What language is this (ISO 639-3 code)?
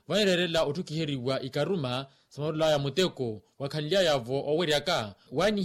vmw